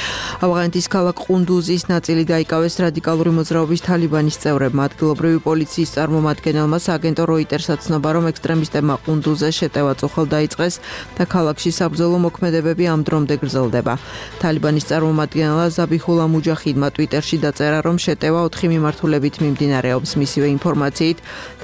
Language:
Georgian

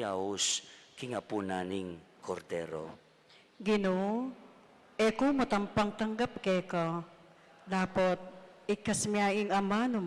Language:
Pampanga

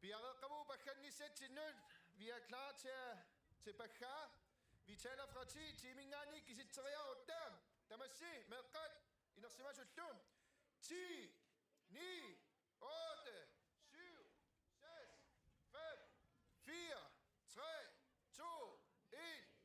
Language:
Kalaallisut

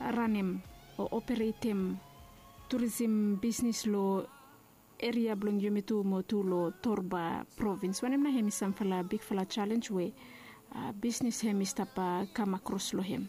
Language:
Bislama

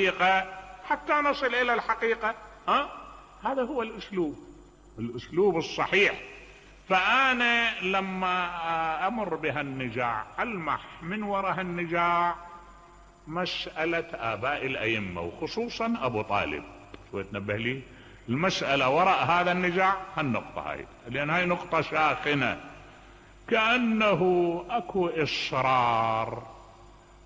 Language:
Mesopotamian Arabic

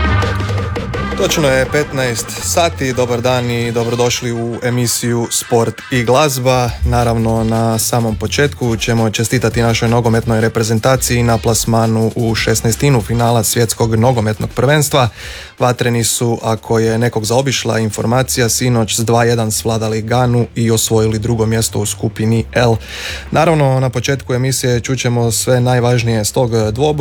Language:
Croatian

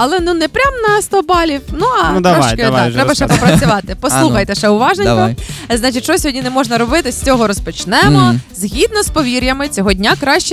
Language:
Ukrainian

